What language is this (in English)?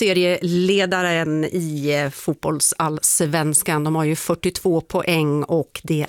Swedish